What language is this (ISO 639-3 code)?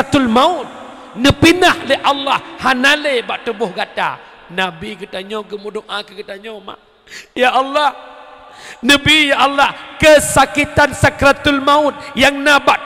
ace